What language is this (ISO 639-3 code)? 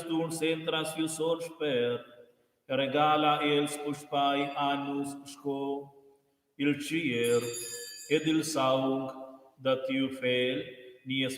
roh